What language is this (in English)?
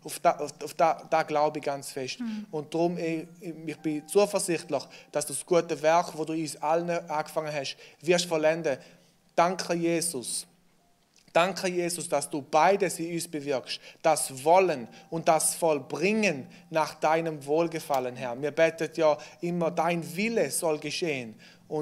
Swiss German